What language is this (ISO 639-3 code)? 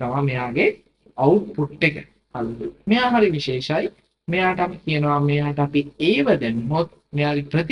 sin